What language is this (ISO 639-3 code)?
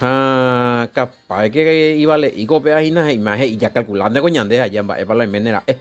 grn